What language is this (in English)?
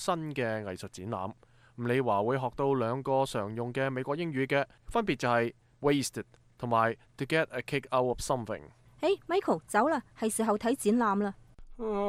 Cantonese